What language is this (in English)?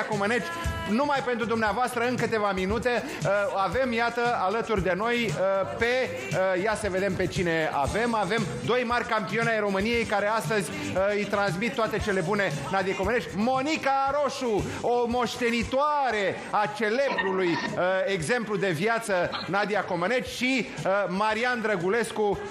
Romanian